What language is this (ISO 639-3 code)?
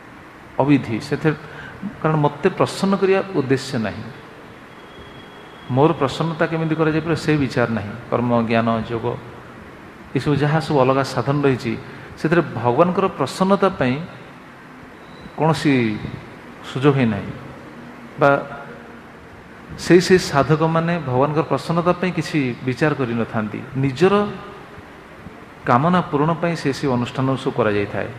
ori